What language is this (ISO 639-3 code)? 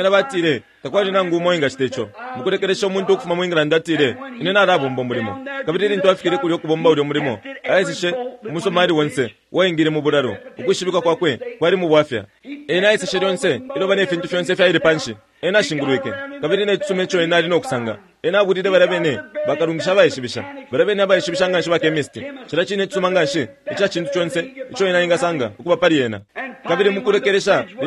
bem